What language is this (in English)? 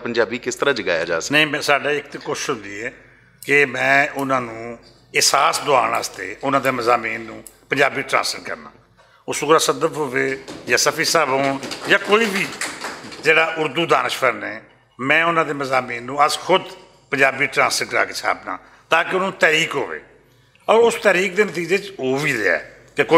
Western Panjabi